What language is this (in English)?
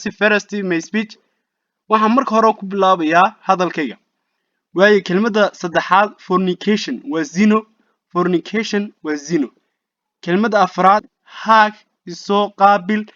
Somali